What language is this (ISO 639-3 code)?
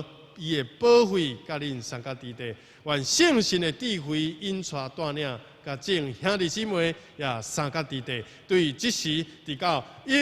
nan